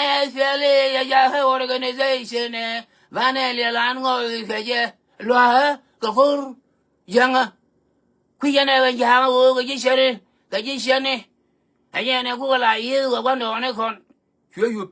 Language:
Nuer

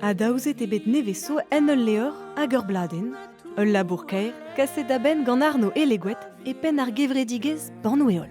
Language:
Breton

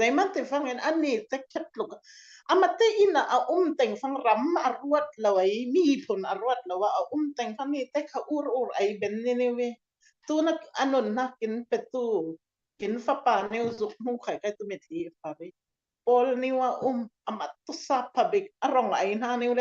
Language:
Falam Chin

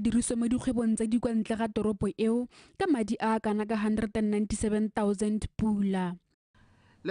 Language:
Tswana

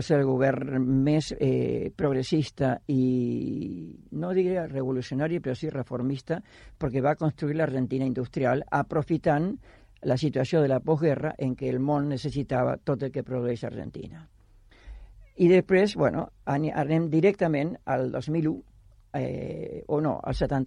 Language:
Catalan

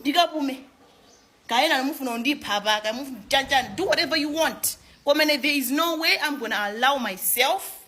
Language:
Nyanja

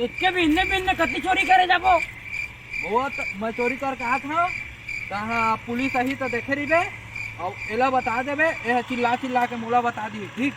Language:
Chhattisgarhi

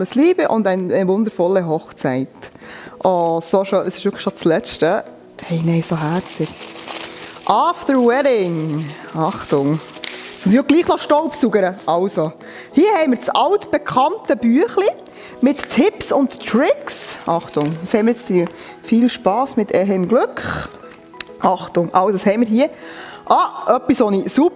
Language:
Swiss German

